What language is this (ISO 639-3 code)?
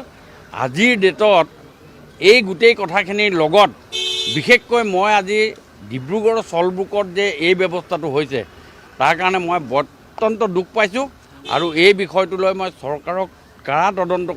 asm